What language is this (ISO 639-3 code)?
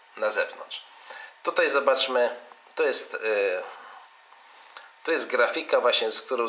pol